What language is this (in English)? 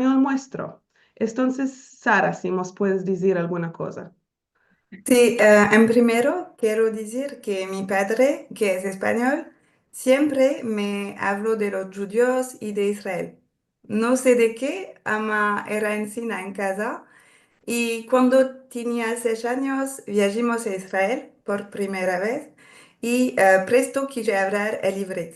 Ladino